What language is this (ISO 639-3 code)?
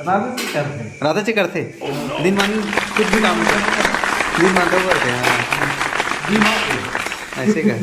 hne